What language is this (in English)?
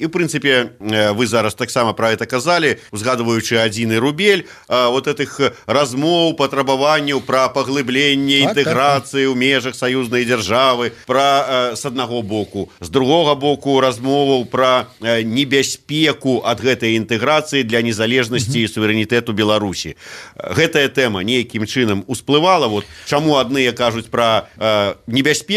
Belarusian